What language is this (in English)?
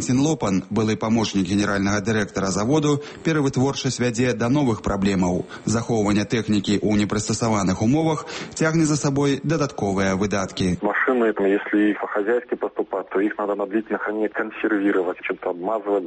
Belarusian